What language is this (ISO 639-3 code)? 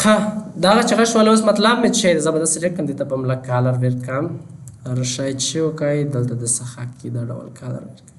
pus